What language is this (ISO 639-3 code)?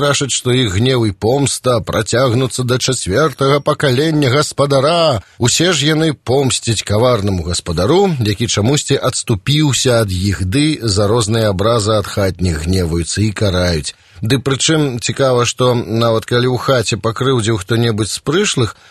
bel